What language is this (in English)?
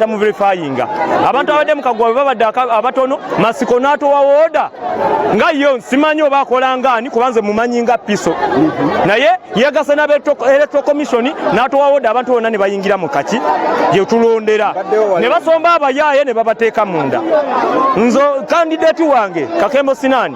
Ganda